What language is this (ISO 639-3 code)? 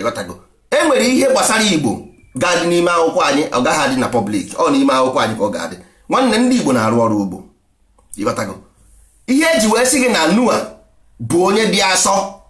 ibo